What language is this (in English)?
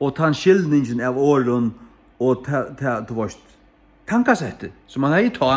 Faroese